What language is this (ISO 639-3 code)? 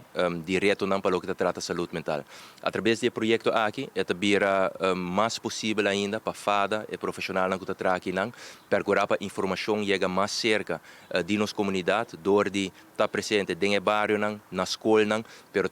pap